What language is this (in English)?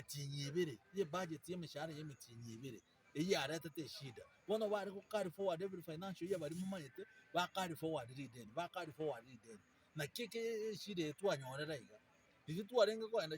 Gusii